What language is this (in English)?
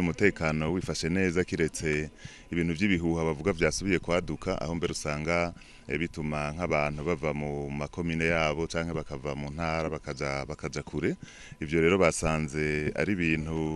Rundi